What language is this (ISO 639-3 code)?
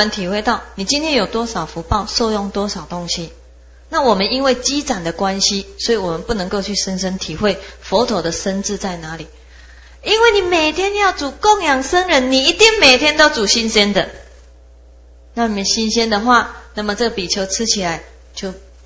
zho